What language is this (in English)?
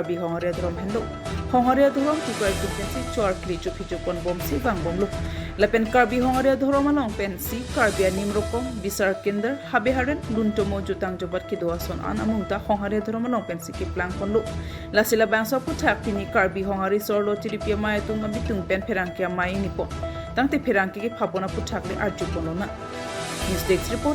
Karbi